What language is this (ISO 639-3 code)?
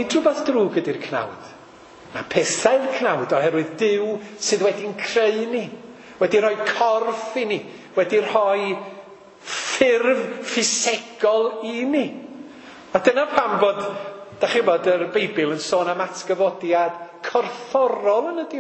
cym